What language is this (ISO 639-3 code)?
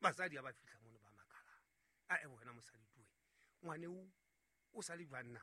sot